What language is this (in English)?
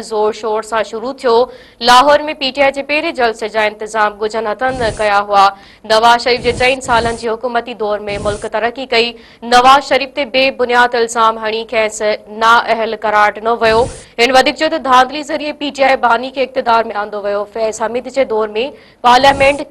Sindhi